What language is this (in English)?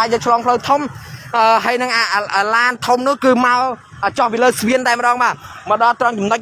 Khmer